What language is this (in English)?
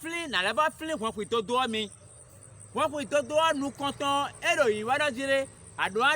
Fon